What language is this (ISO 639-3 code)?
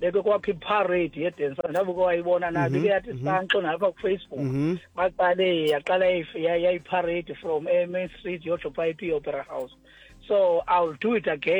xho